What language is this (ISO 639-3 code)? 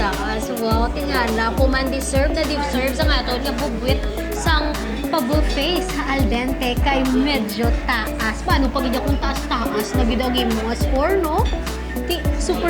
hil